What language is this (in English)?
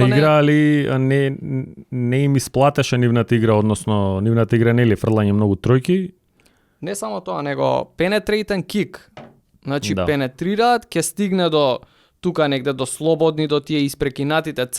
Macedonian